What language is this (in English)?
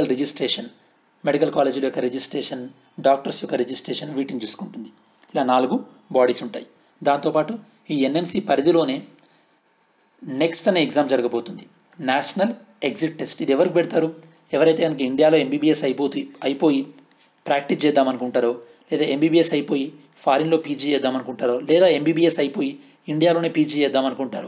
Telugu